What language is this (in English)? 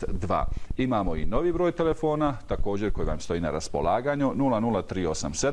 Bosnian